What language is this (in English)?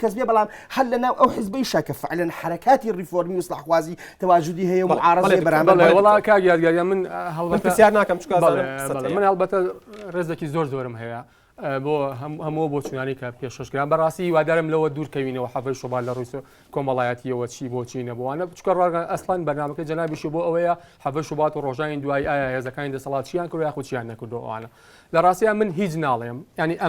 Central Kurdish